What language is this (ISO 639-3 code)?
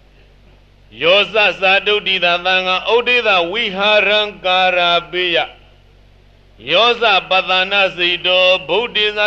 mya